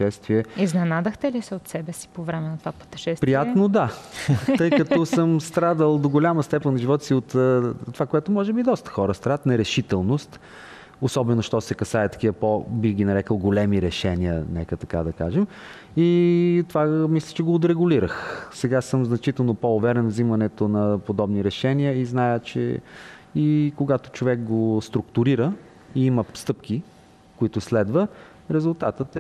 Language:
Bulgarian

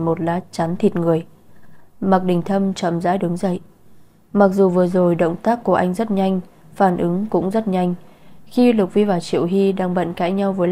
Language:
Vietnamese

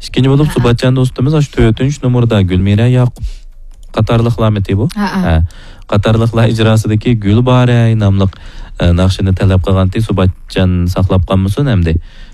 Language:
Uyghur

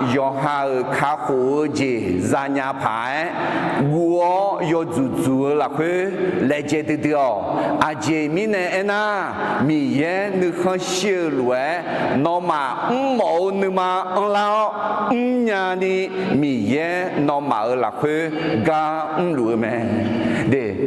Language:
Akha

